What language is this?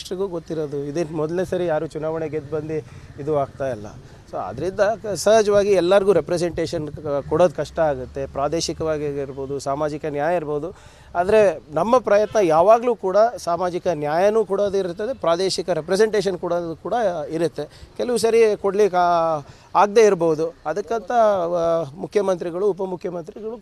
Kannada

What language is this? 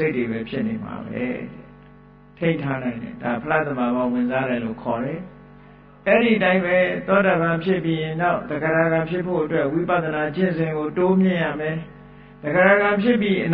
Burmese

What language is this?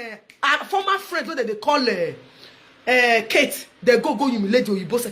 Nigerian Pidgin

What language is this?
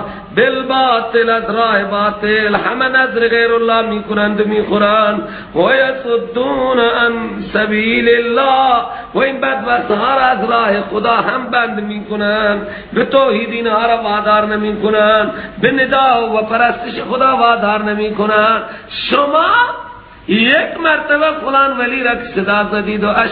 Persian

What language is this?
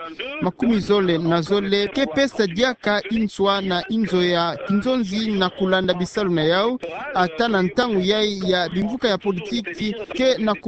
Kituba (Democratic Republic of Congo)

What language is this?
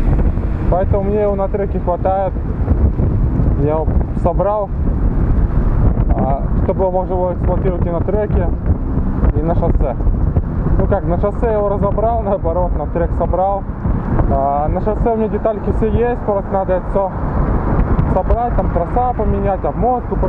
Russian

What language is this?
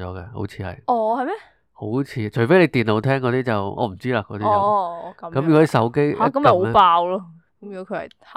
Cantonese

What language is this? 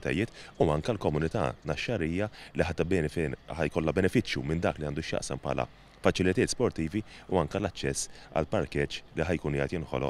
Maltese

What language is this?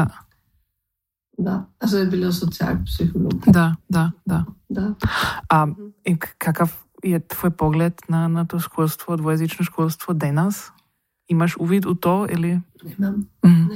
Croatian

